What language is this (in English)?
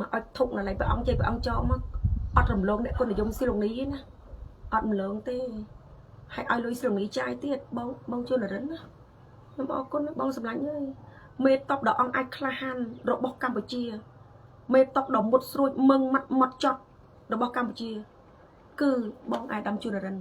Khmer